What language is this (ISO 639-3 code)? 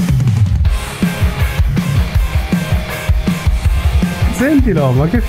ita